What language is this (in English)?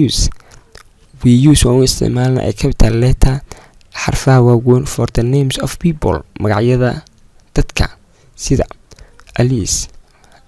Somali